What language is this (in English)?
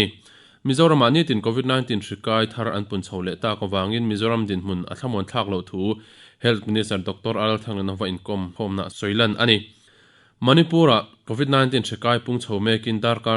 Mizo